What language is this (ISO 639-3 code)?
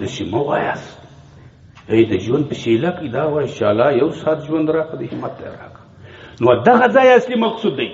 pus